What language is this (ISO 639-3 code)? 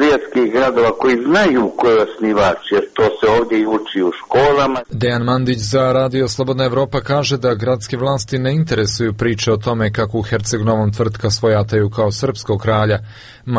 bos